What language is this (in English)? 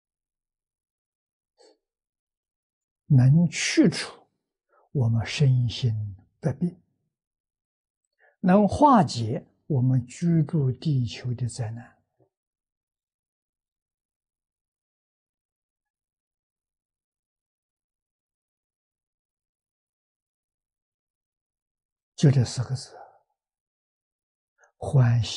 Chinese